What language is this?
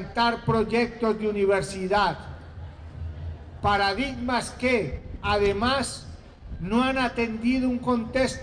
Spanish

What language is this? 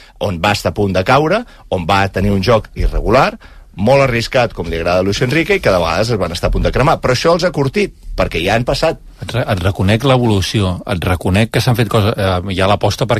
Catalan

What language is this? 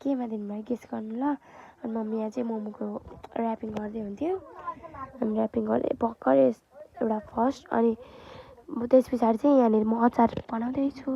Nepali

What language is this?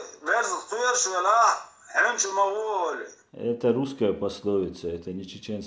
Chechen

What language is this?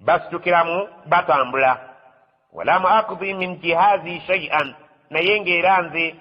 Ganda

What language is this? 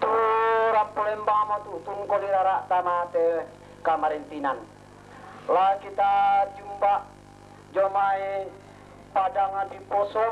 Toraja-Sa'dan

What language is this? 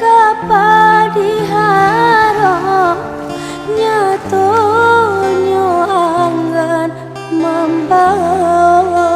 Minangkabau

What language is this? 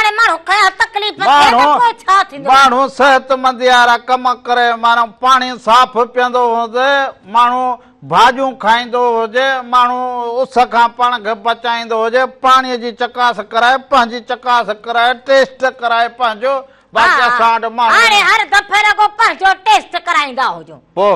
Sindhi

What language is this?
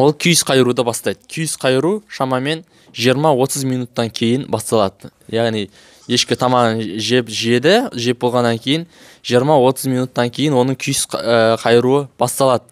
Kazakh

